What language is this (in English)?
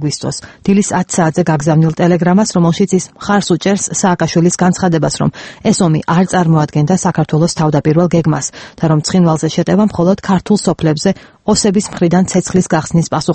Georgian